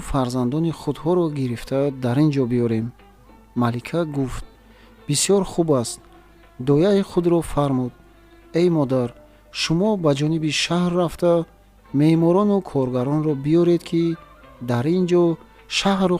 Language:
Tajik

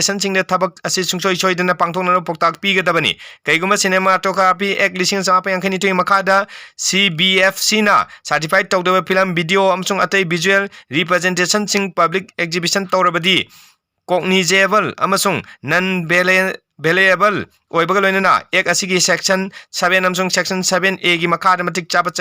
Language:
Manipuri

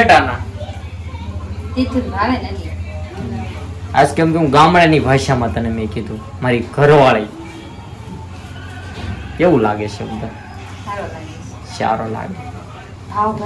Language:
Gujarati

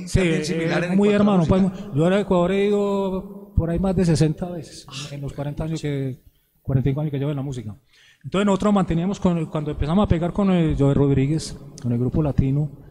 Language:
Spanish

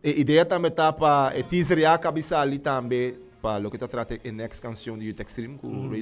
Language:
Papiamento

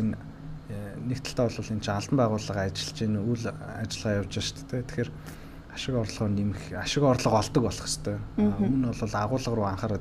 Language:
Mongolian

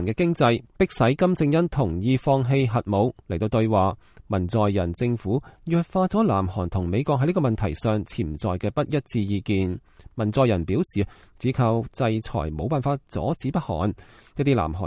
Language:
Cantonese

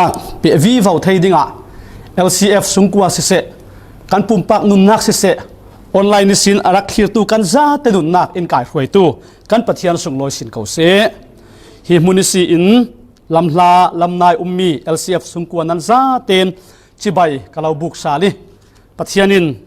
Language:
Falam Chin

